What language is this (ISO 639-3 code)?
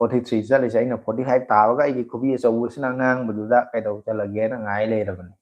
mni